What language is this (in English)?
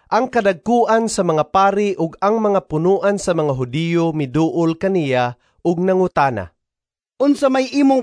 Cebuano